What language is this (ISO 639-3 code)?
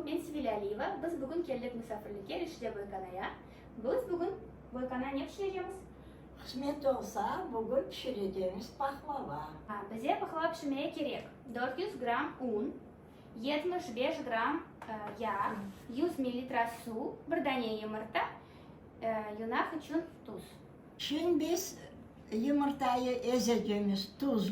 crh